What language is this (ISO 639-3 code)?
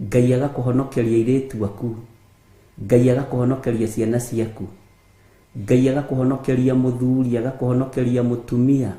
kik